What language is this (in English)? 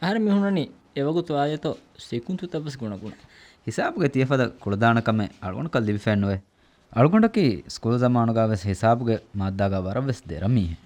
Divehi